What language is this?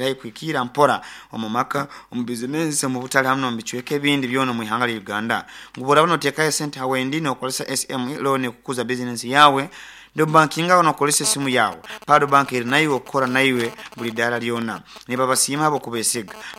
Nyoro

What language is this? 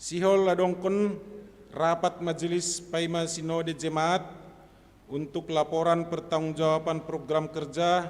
Batak Simalungun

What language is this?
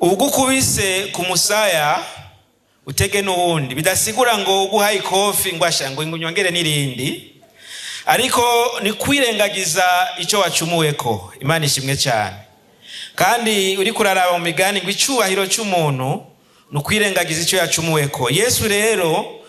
Rundi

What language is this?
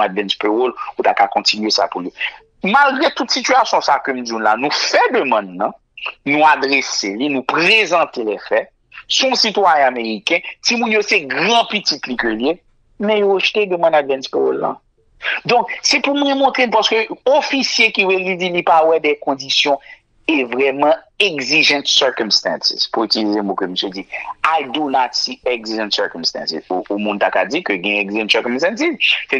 Haitian Creole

